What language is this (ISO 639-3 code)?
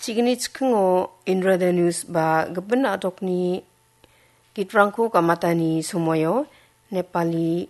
grt